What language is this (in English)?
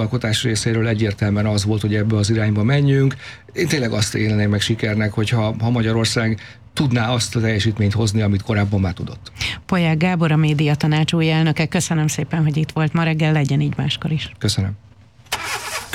Hungarian